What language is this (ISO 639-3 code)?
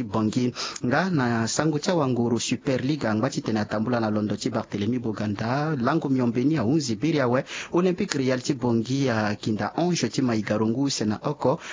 sag